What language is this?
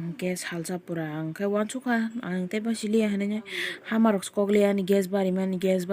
Kok Borok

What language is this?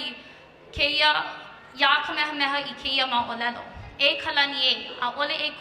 Hawaiian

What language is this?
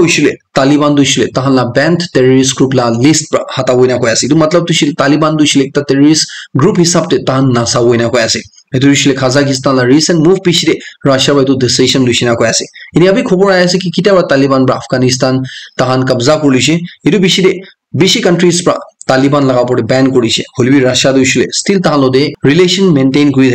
Naga Pidgin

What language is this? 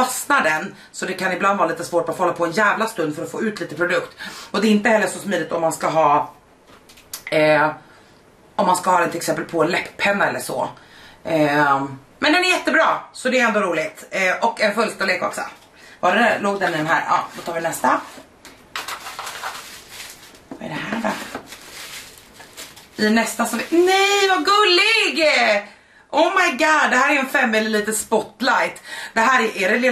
Swedish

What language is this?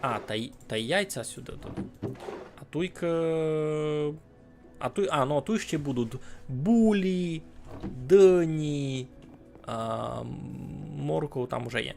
Rusyn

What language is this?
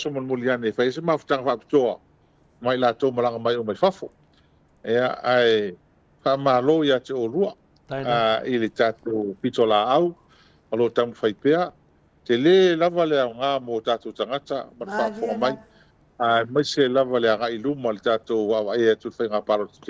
Samoan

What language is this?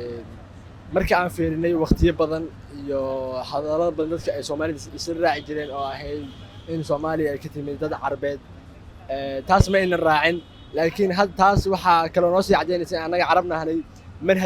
Somali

